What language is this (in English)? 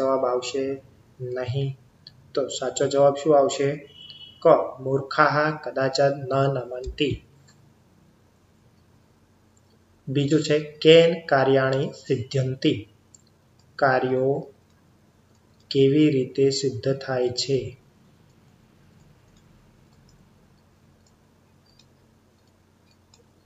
Gujarati